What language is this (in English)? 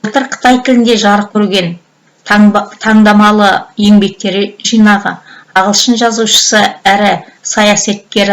Kazakh